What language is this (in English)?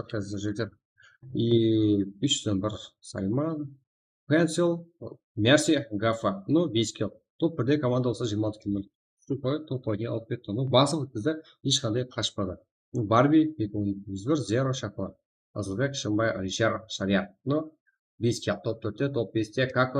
Kara-Kalpak